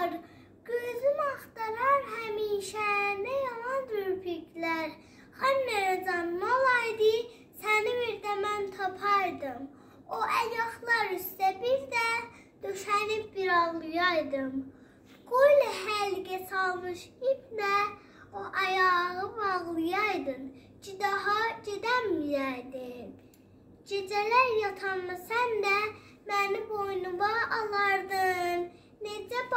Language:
South Azerbaijani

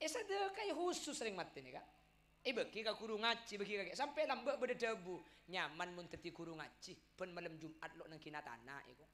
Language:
Madurese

